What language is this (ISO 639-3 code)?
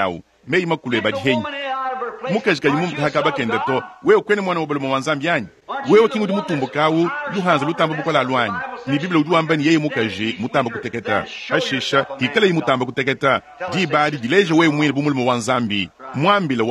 lua